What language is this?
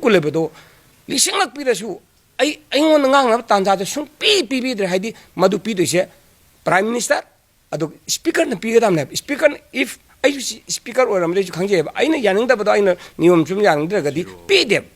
Manipuri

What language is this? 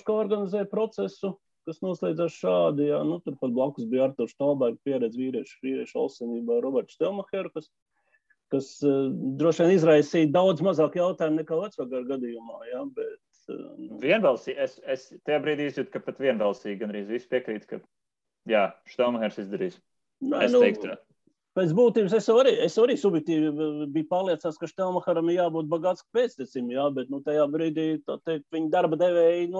Latvian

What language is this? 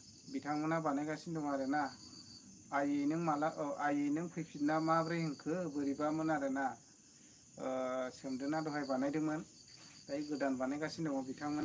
Bodo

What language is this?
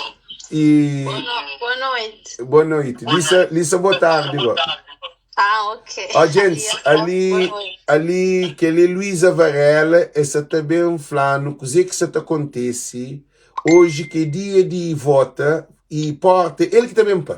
Kabuverdianu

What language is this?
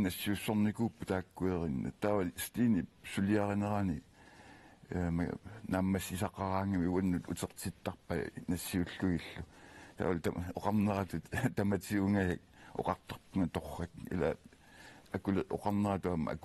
Kalaallisut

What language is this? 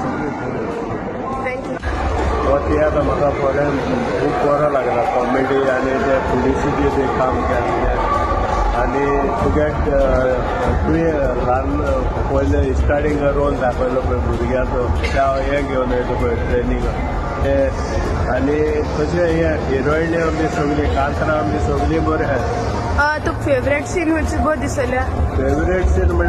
Konkani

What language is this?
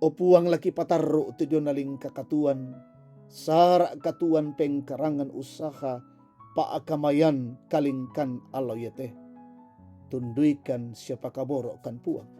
Toraja-Sa'dan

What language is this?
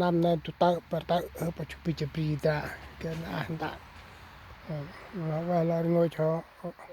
Central Mnong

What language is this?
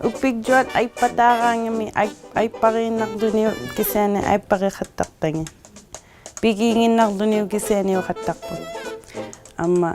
Inuktitut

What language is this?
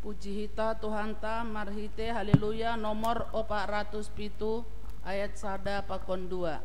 Batak Simalungun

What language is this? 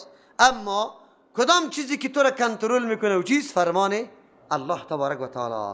Persian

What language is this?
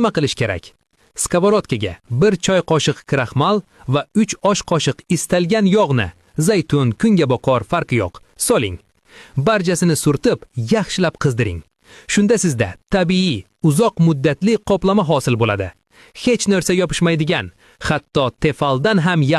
Uzbek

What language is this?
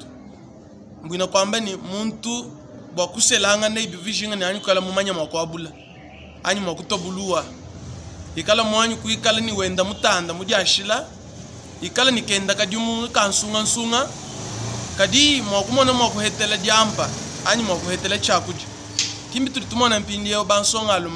Luba-Lulua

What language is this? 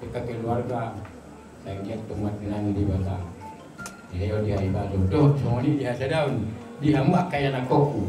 Batak Toba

